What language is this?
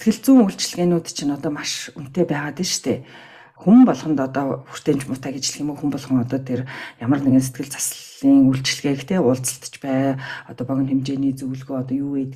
Mongolian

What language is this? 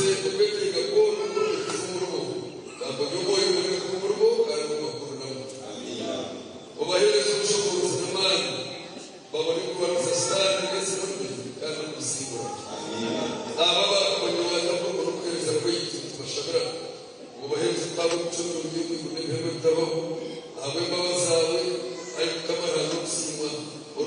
Nyankole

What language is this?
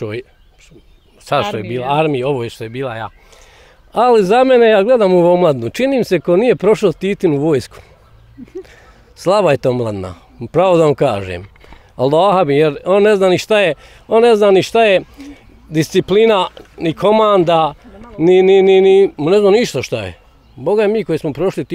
Bosnian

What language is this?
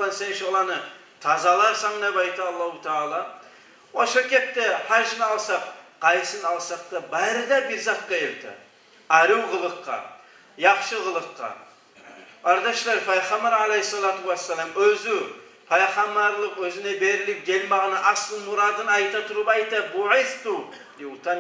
Kumyk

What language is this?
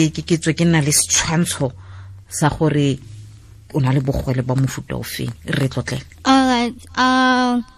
Tswana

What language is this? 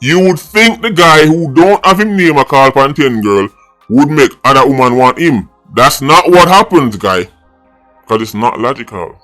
Jamaican Creole English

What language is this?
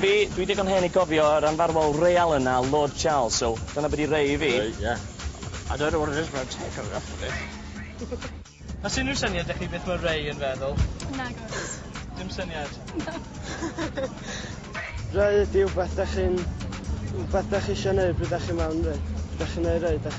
Welsh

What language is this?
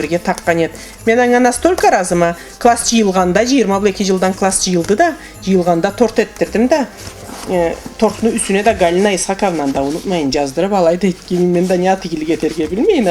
Karachay-Balkar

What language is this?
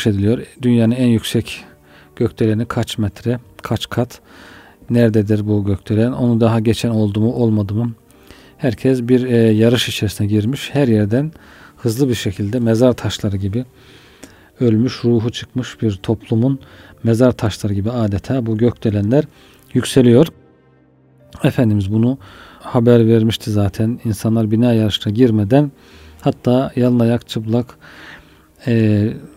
Turkish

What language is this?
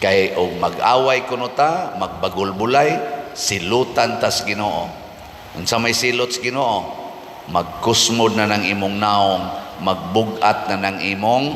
Cebuano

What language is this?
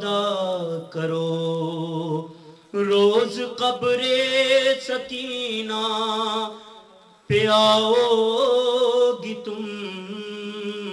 Urdu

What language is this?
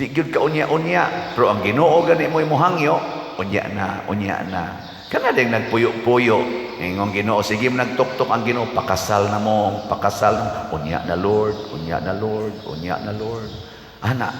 Cebuano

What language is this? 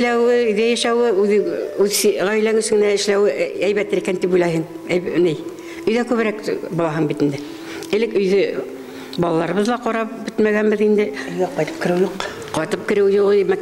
Bashkir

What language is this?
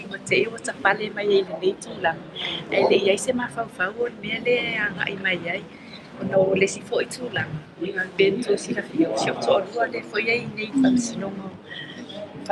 Samoan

